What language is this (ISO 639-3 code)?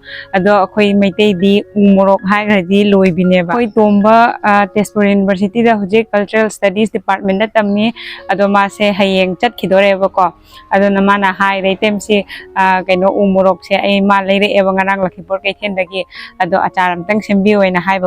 mni